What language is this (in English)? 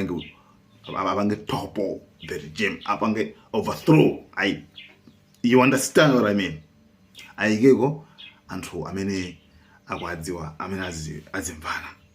Nyanja